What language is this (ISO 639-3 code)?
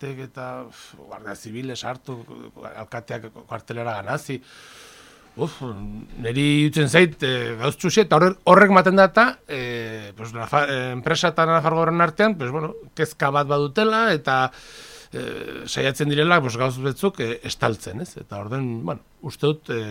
eus